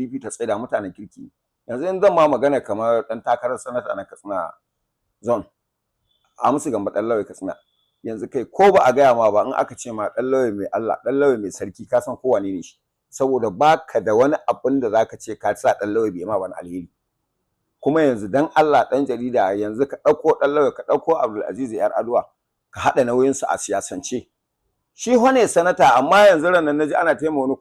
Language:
Hausa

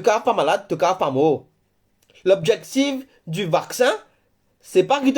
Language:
Morisyen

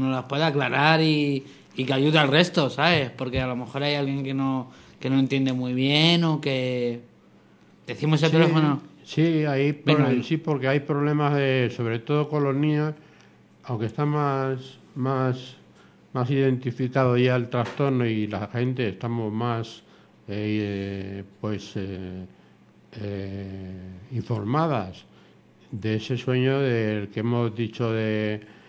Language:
Spanish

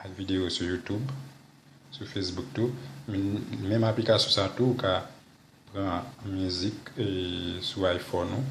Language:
Haitian Creole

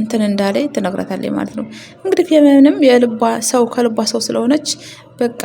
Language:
Amharic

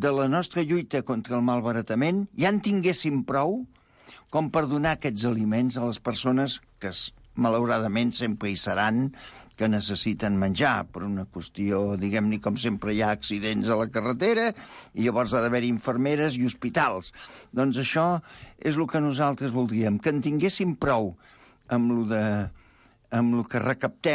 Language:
Catalan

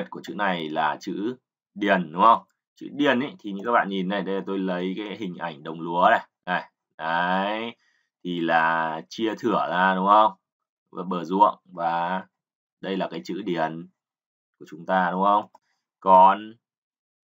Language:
Vietnamese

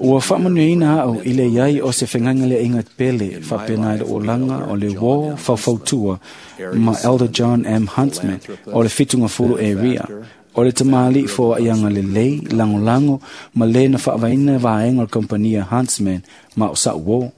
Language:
Samoan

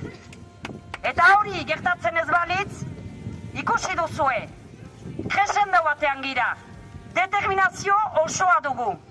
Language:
Basque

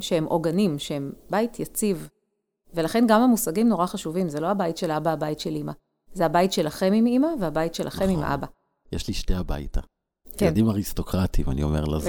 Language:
Hebrew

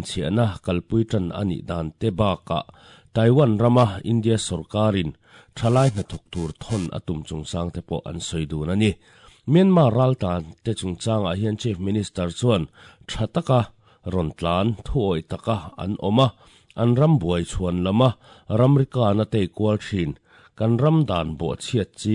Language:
Mizo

